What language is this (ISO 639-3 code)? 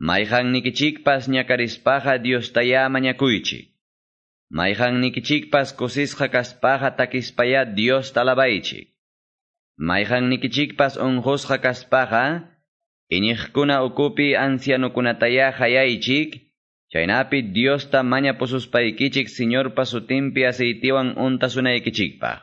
que